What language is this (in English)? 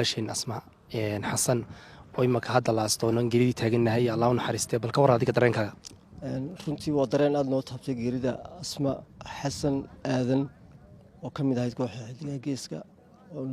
Somali